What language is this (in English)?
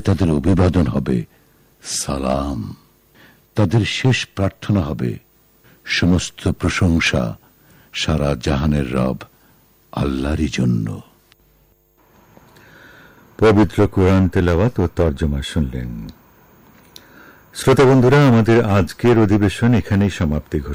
Bangla